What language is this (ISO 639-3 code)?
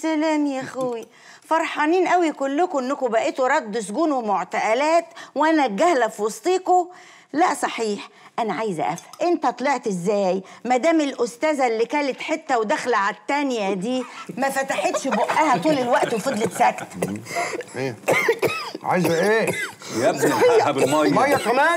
arz